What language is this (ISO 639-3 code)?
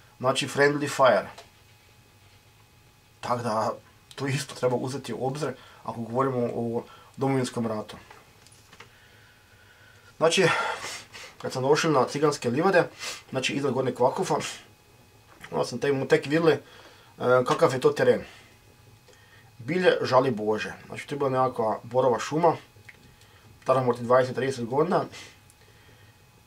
hrv